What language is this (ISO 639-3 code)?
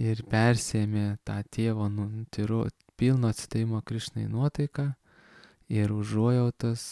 lit